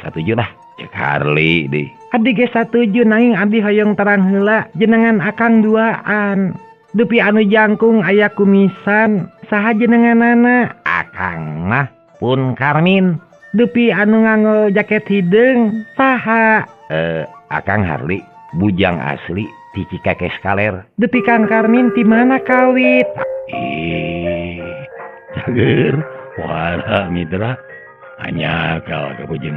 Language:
Sundanese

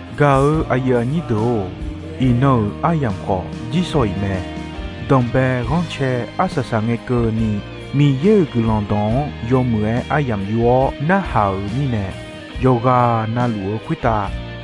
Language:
Akha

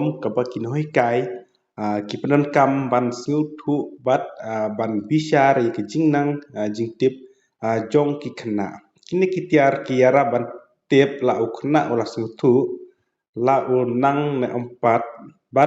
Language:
Khasi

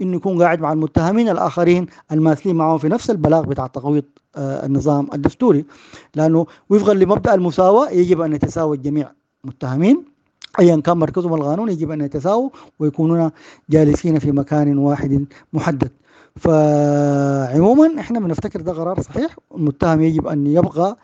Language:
Sudanese Arabic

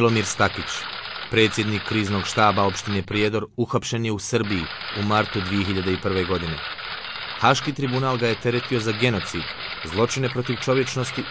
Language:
Bosnian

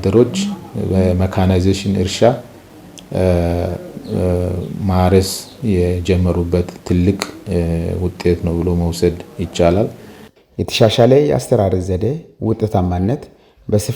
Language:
Amharic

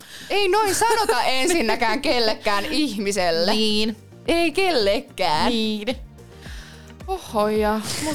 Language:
Finnish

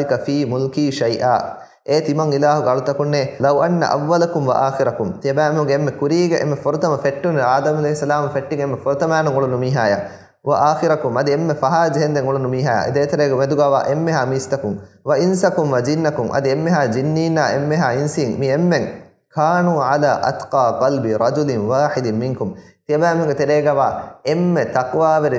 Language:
Divehi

